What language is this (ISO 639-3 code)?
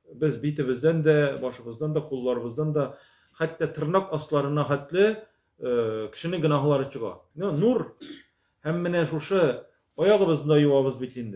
tat